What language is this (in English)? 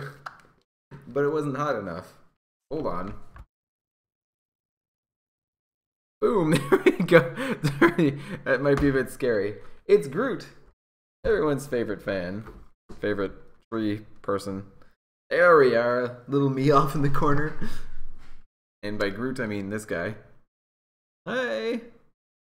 English